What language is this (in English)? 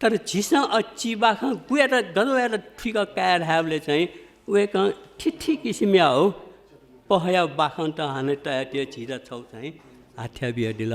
Newari